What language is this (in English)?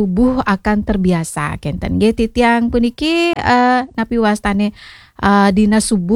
Balinese